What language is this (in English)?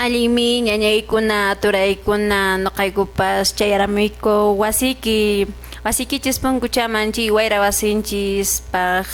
Quechua